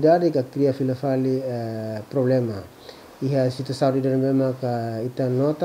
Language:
Tetum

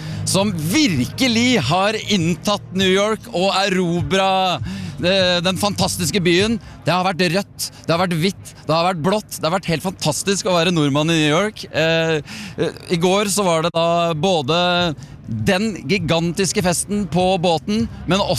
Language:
Norwegian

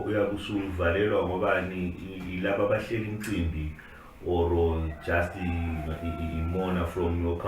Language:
Zulu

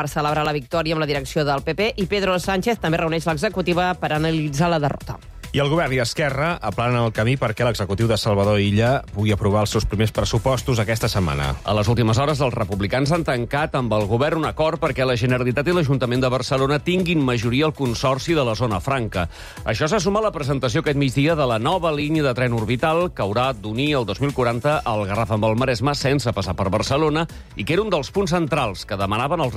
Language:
Catalan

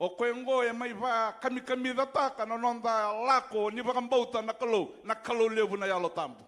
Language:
Fijian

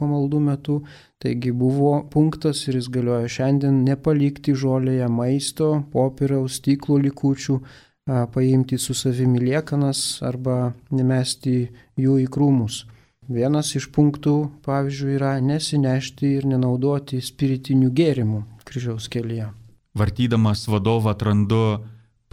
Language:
Lithuanian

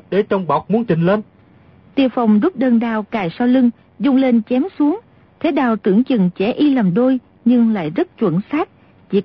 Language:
Vietnamese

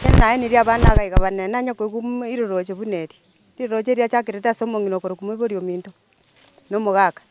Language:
Gusii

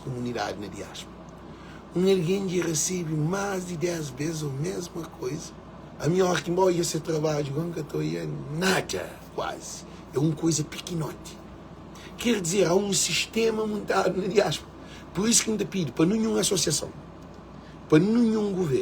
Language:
Kabuverdianu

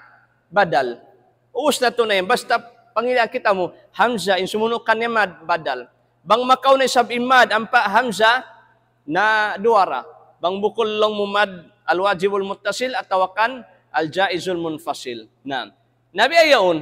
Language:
Tausug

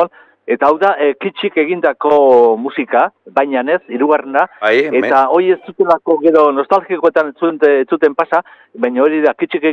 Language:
Basque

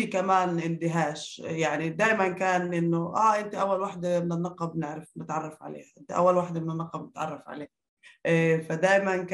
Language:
North Levantine Arabic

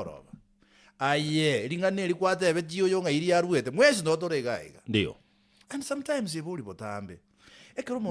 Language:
Gusii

